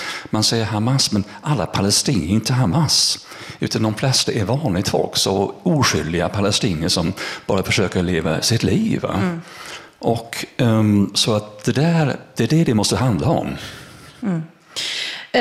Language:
Swedish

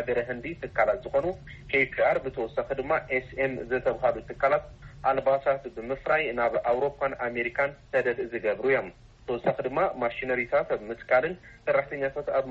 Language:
Tigrinya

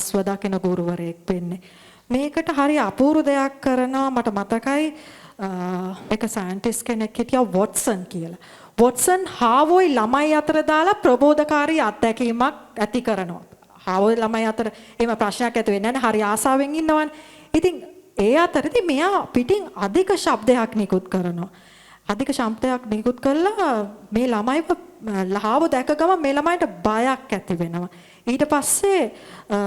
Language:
Sinhala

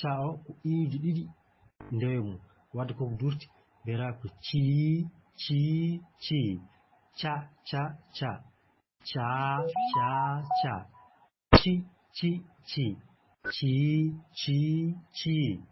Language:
Fula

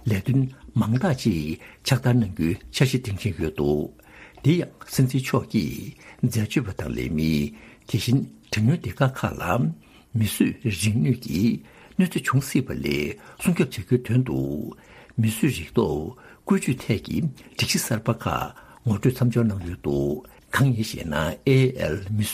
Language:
Tibetan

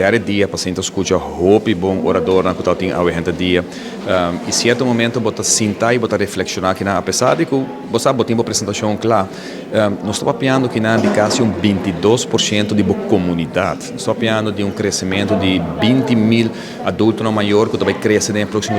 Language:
Papiamento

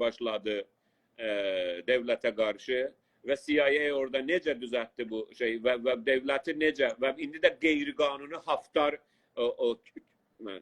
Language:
South Azerbaijani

